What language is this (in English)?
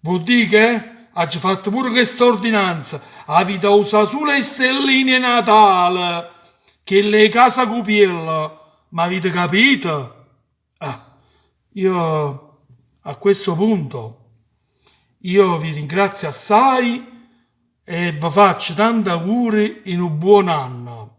Neapolitan